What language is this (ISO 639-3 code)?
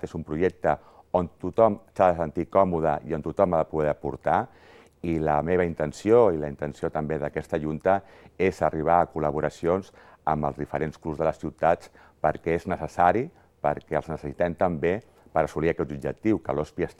cat